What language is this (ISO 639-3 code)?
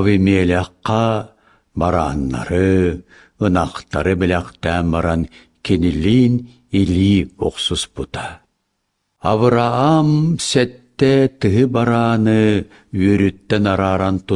sah